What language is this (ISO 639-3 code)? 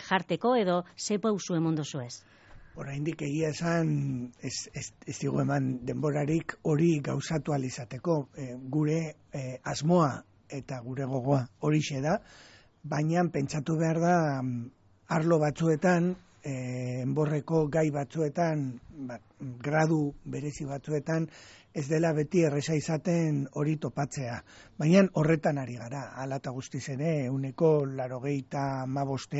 eus